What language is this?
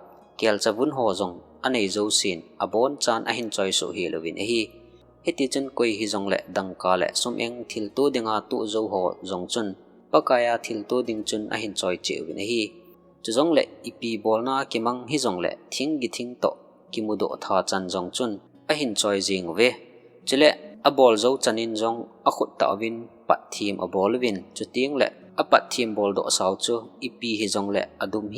Thado Chin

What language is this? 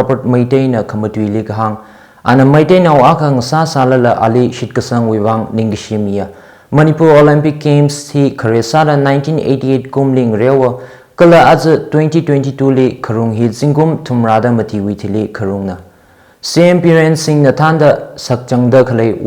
Tangkhul Naga (India)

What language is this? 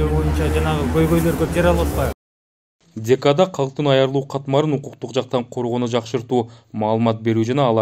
Kyrgyz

